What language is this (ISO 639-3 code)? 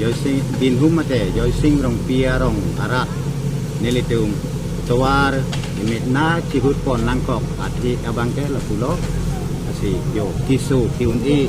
mjw